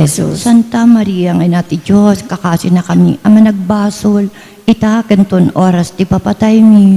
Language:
Iloko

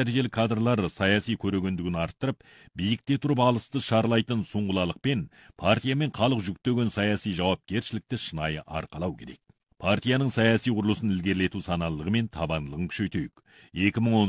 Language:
Kazakh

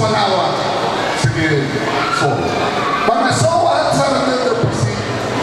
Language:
Nias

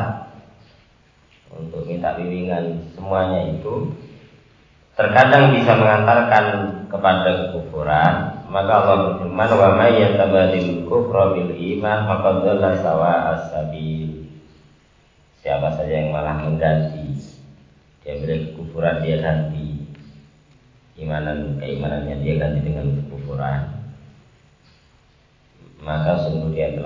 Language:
Indonesian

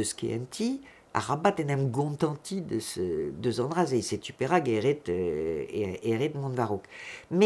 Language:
Breton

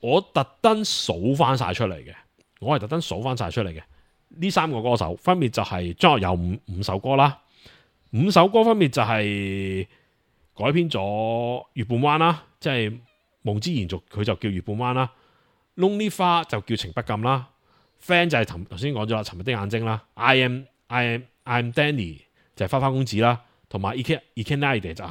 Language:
Cantonese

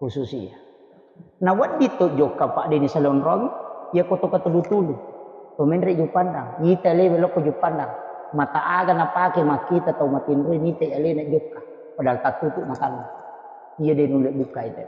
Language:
Buginese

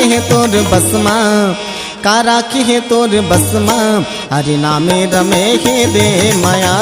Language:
Chhattisgarhi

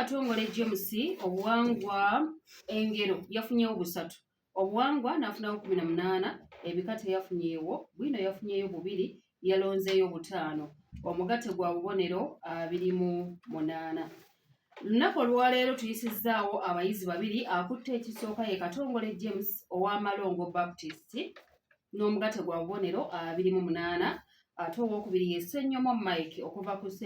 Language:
Ganda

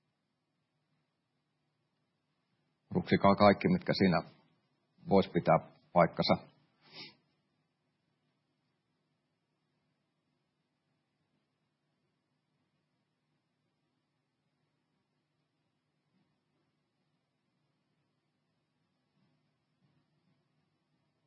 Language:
Finnish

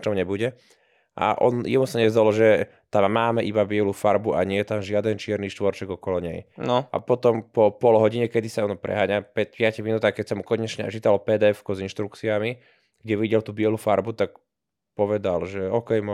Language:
Slovak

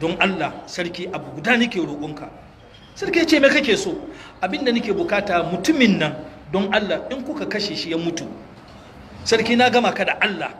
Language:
Hausa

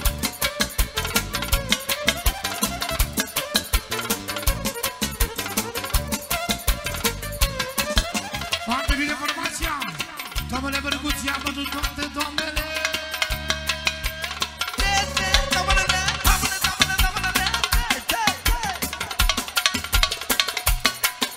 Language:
Romanian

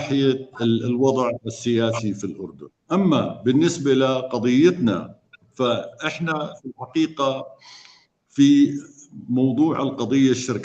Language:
North Levantine Arabic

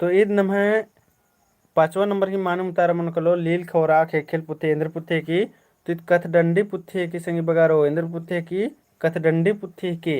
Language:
Kurukh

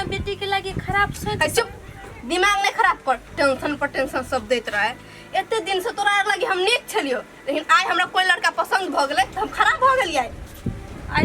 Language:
Maithili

